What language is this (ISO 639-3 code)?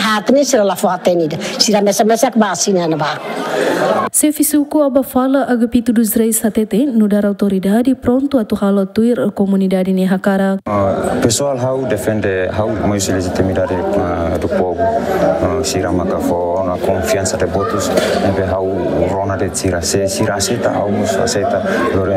tet